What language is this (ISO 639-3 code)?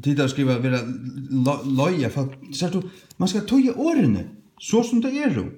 fao